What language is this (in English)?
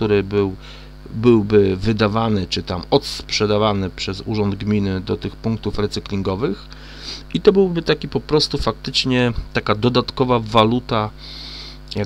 Polish